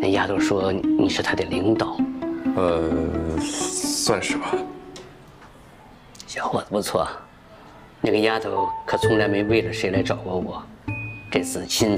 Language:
Chinese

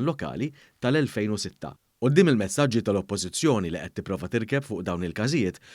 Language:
Maltese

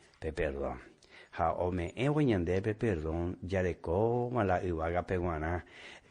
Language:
Guarani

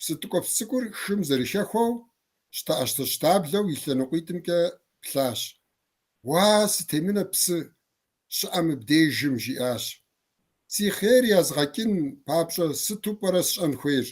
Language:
Kabardian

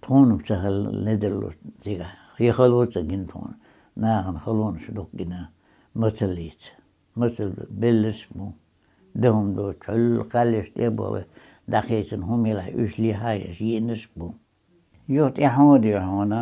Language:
Chechen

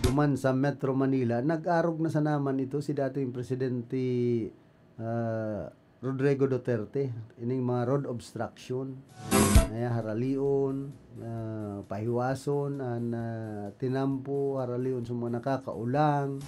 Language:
Bikol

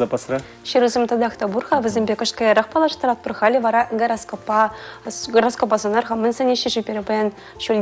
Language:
Chuvash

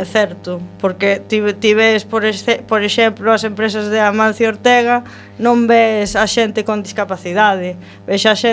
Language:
Galician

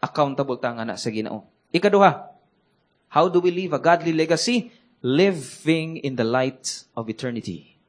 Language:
Cebuano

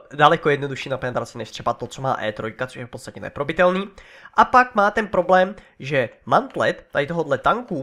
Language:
Czech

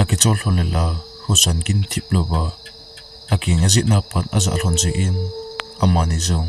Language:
Thado Chin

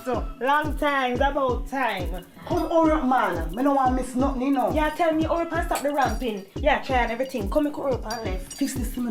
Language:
Jamaican Creole English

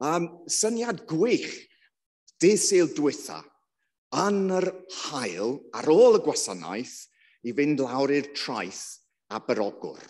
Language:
Welsh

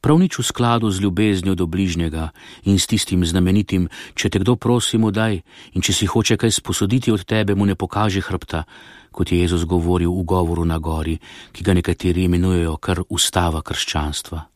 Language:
Slovenian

